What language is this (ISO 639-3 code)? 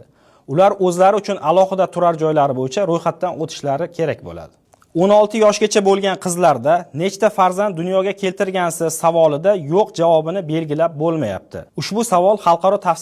uzb